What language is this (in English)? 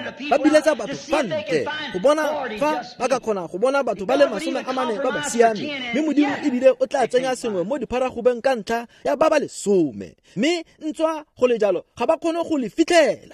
Tswana